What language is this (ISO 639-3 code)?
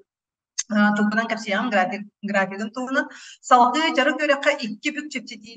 sah